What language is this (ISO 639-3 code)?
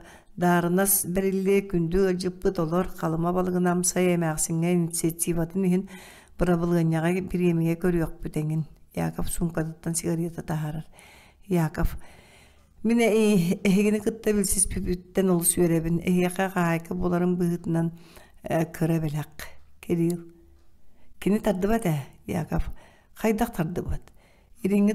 sah